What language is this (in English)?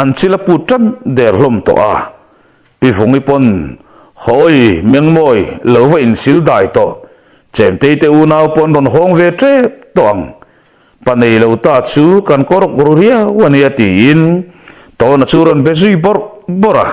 Mizo